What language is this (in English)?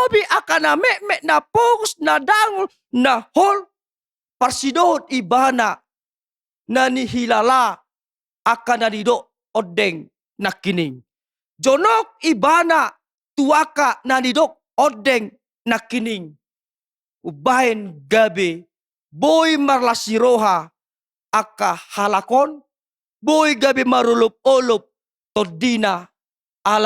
Batak Toba